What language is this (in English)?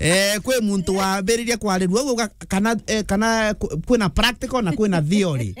Meru